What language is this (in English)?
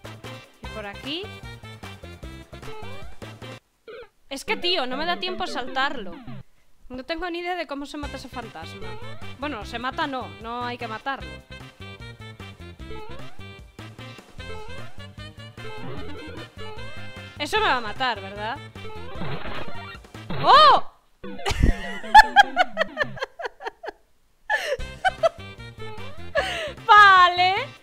Spanish